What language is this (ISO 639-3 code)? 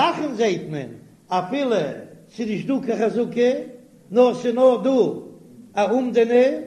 yid